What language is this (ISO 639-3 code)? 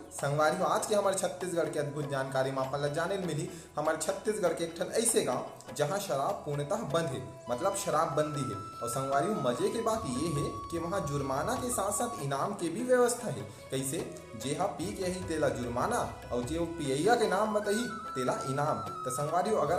hne